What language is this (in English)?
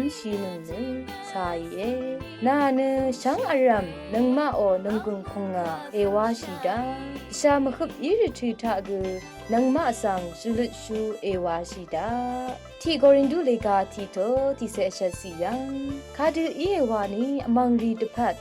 Rawang